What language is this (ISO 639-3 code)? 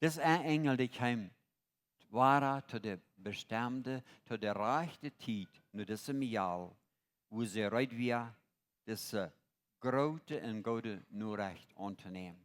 pdt